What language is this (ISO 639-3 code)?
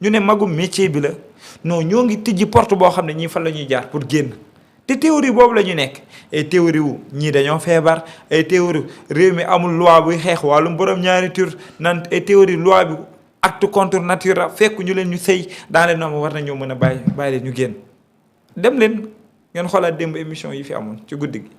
wol